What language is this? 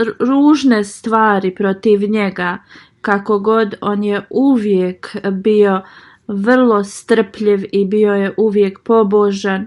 Bosnian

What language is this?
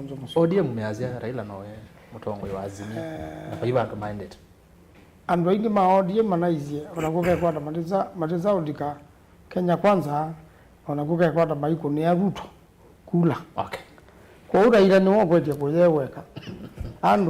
Kamba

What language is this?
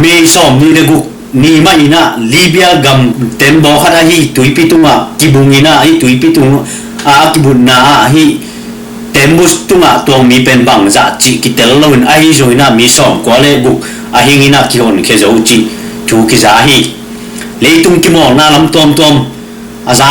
Tedim Chin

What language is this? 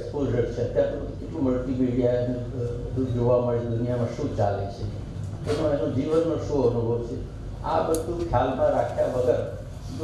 Gujarati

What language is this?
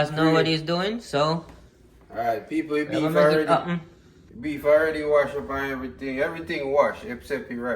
Jamaican Creole English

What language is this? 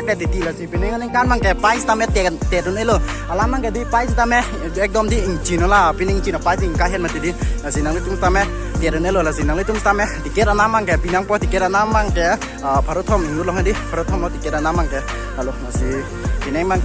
Karbi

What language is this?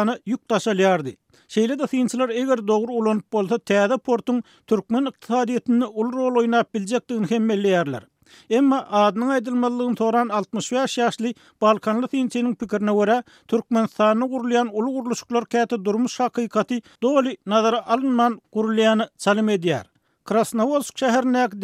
Turkmen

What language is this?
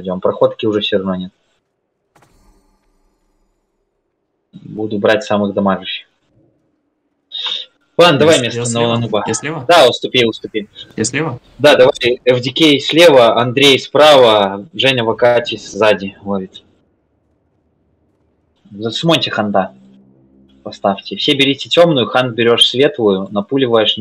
Russian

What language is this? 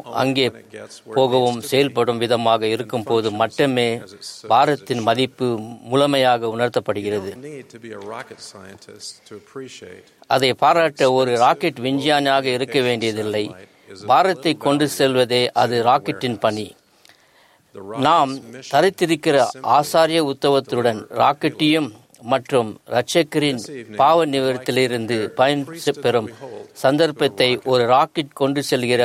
Tamil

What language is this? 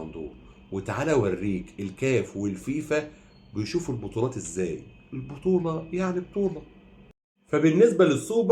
Egyptian Arabic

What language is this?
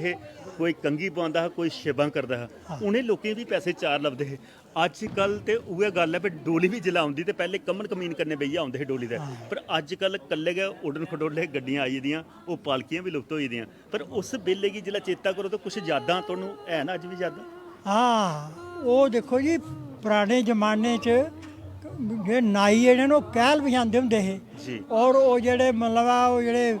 Dogri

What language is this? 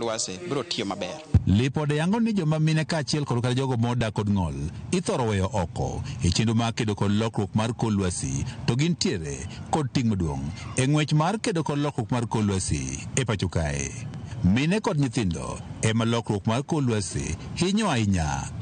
Luo (Kenya and Tanzania)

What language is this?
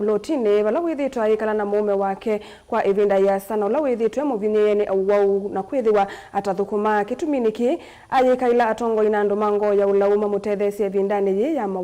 Kamba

